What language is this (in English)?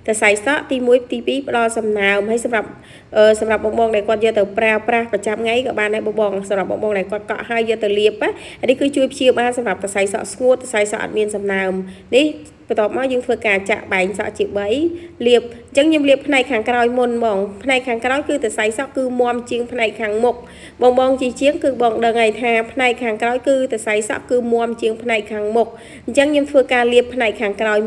Khmer